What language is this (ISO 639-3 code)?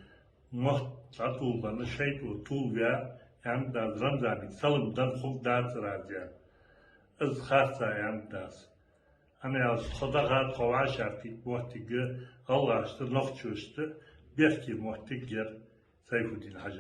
che